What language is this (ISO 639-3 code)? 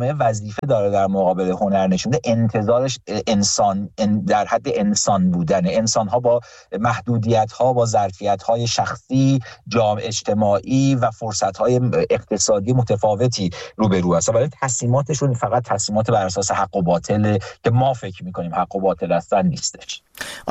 fas